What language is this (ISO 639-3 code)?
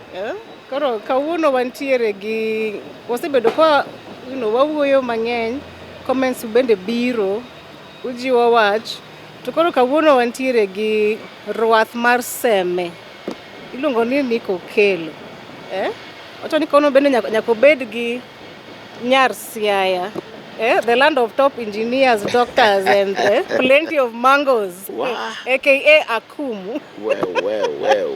luo